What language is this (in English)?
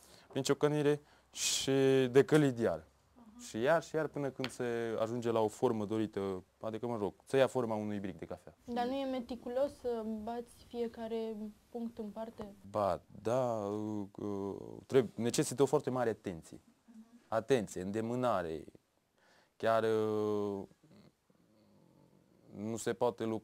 Romanian